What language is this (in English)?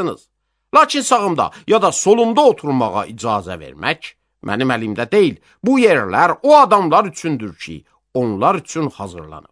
Azerbaijani